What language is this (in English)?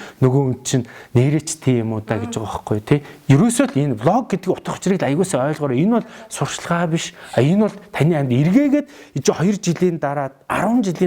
Mongolian